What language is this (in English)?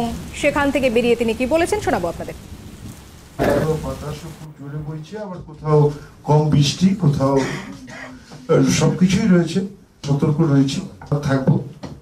Bangla